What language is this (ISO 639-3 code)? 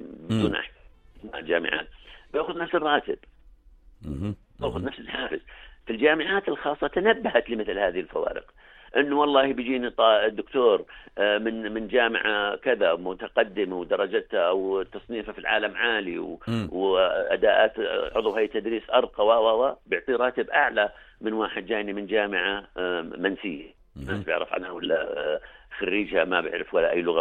apc